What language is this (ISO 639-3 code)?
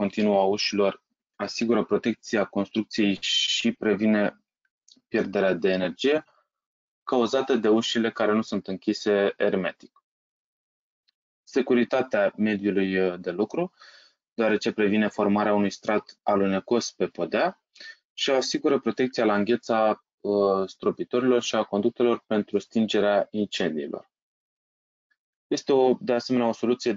ron